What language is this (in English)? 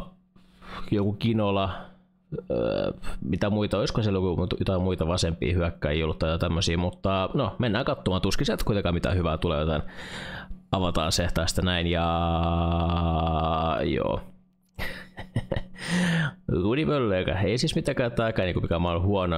Finnish